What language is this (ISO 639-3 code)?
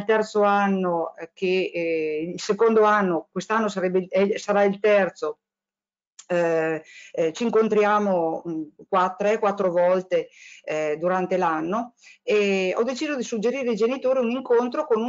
ita